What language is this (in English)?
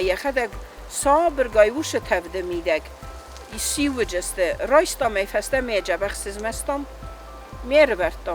Ossetic